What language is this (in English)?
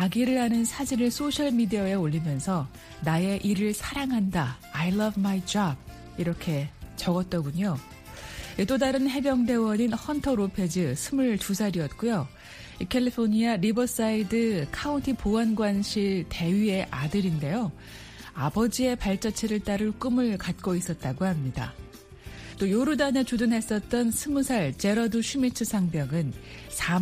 Korean